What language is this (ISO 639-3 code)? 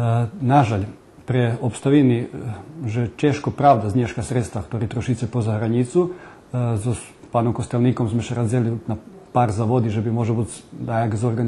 rue